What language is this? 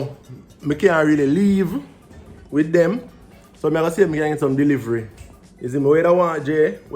Jamaican Creole English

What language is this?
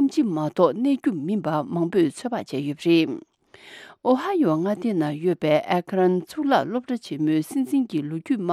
Tibetan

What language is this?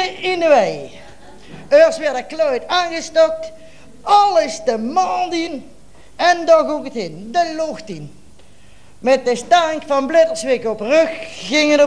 Limburgish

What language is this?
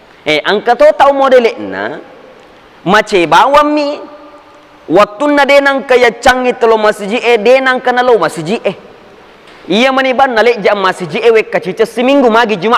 Buginese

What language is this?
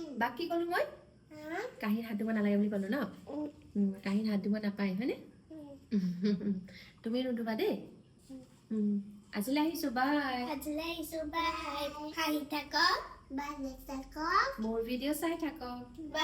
Assamese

